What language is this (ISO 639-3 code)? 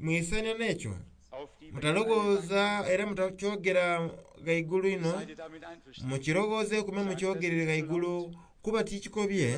xog